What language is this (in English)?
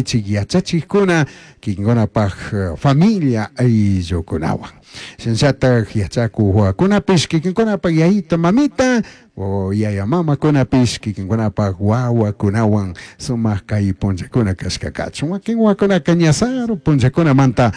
Chimborazo Highland Quichua